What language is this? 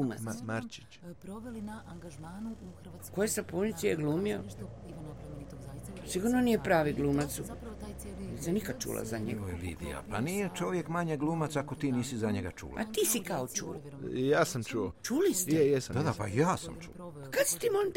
Croatian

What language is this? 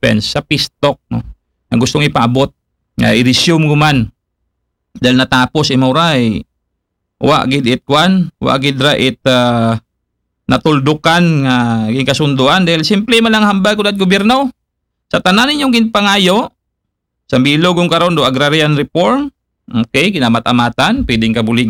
Aklanon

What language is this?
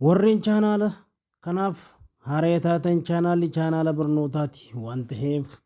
Oromo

